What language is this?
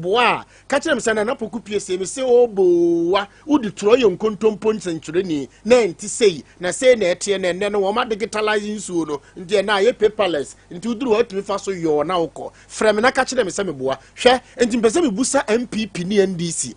Akan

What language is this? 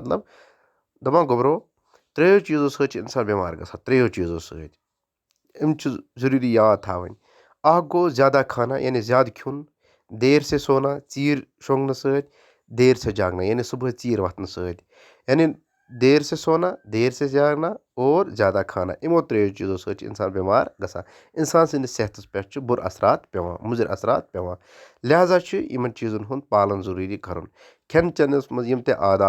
Kashmiri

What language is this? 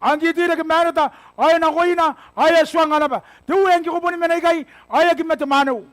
Gilbertese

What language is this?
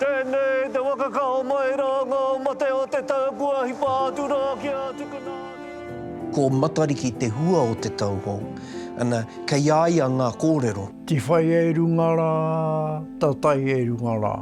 Māori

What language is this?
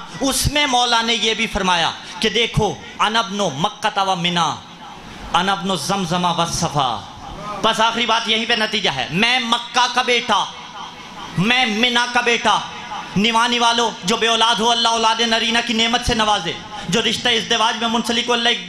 Urdu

